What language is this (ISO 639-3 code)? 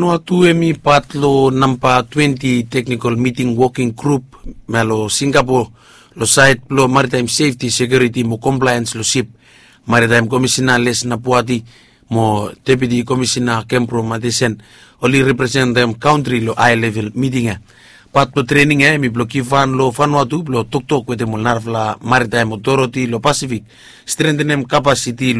bis